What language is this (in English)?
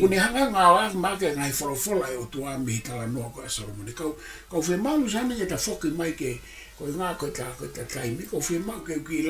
Tongan